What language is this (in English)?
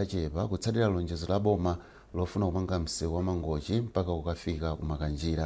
Nyanja